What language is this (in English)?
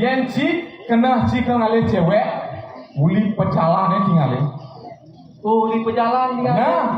Balinese